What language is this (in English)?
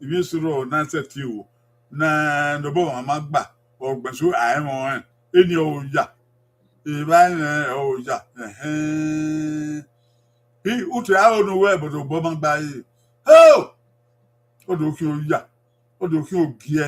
Bini